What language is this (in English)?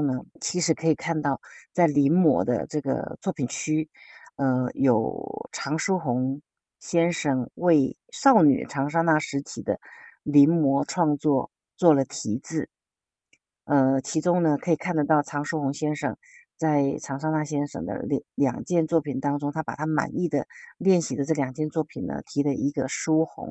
Chinese